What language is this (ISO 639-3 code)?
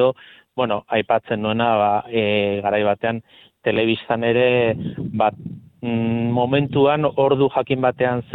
eus